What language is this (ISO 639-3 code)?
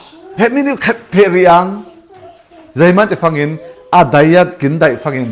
cfm